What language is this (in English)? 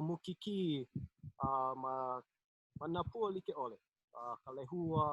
Hawaiian